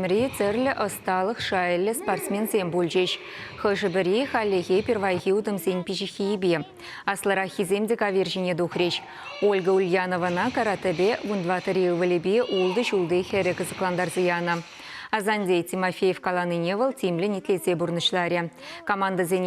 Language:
Chuvash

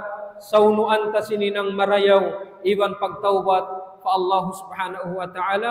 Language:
Tausug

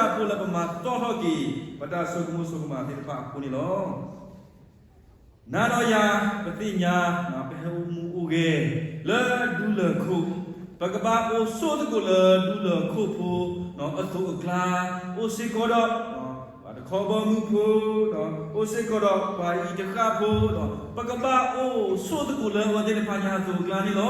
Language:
S'gaw Karen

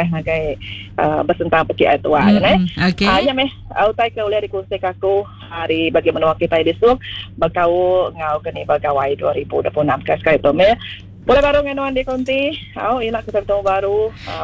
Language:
Iban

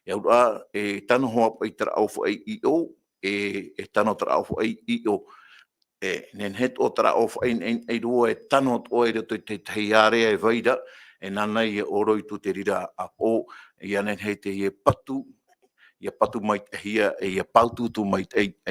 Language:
Tahitian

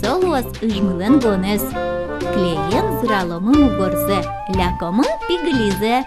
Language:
Udmurt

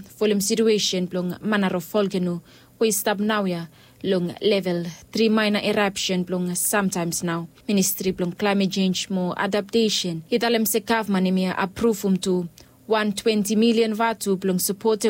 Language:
Bislama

